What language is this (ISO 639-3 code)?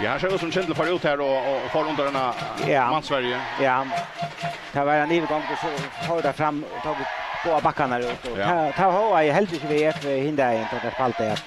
fao